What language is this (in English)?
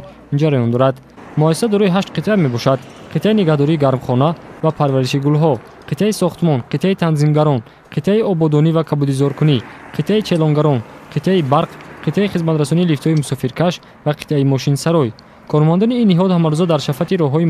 Tajik